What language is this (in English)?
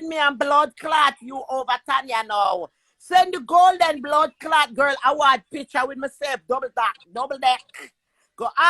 Jamaican Creole English